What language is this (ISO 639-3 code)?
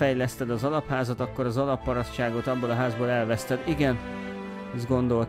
hun